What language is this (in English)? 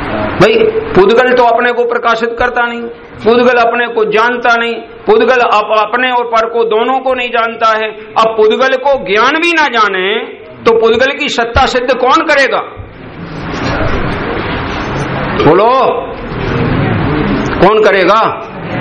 Hindi